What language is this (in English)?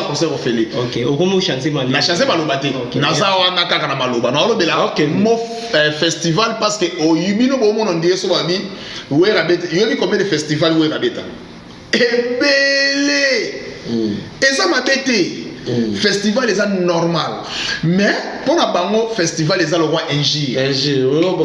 Lingala